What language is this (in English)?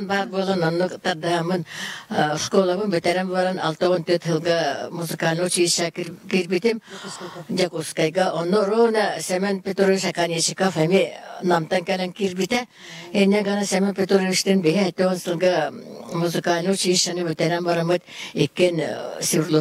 Yakut